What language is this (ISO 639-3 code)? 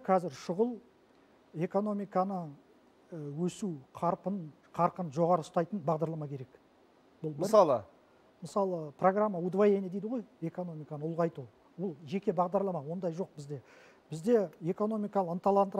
kaz